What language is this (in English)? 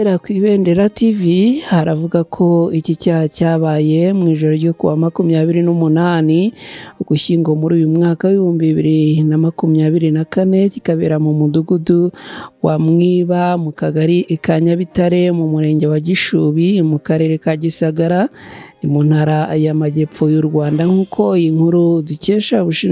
Kinyarwanda